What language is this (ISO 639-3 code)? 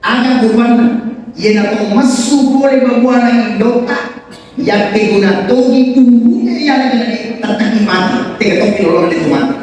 bug